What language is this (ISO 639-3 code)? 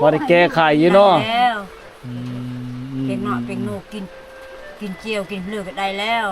lao